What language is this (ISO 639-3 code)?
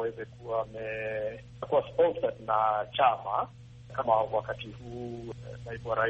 swa